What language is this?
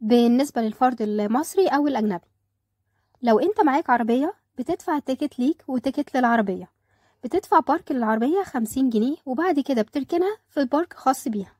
Egyptian Arabic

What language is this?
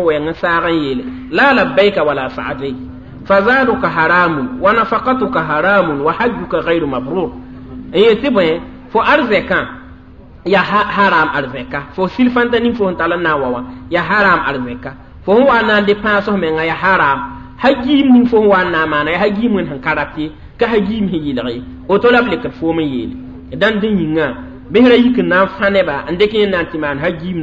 Mossi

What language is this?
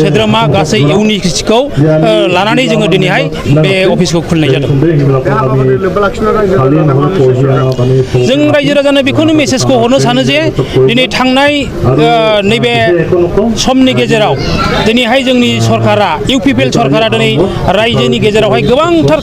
Bodo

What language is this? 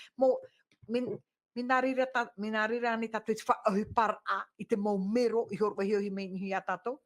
Tahitian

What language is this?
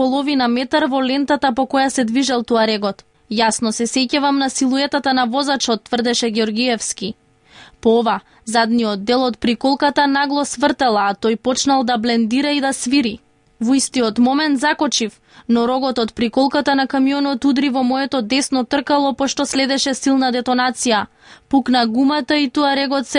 Macedonian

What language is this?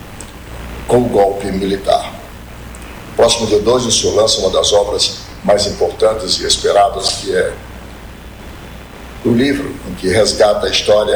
Portuguese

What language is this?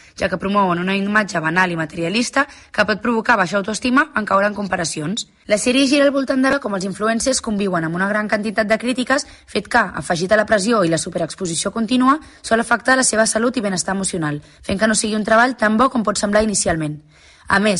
Catalan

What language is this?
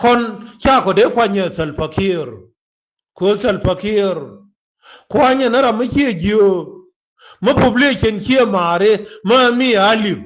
Nuer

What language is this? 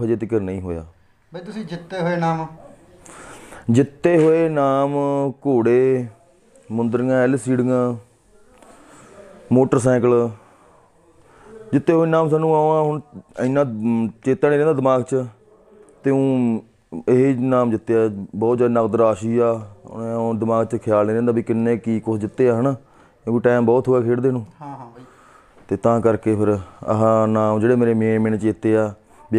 Punjabi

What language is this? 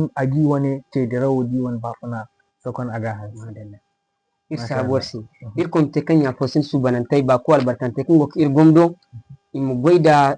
Zarma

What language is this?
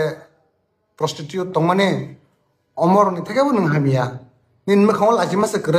Kok Borok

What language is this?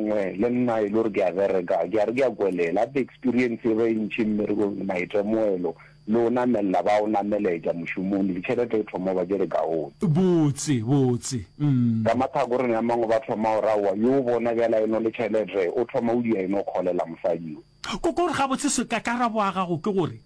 Northern Sotho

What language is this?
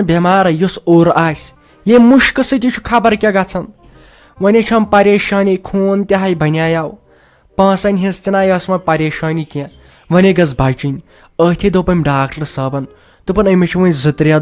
Kashmiri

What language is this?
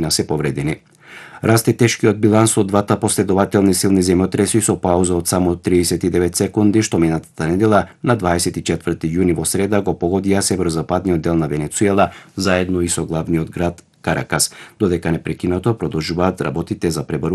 Macedonian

